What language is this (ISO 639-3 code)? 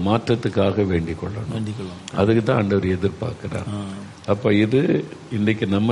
tam